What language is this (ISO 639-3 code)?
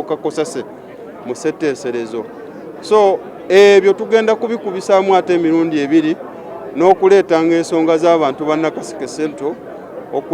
lug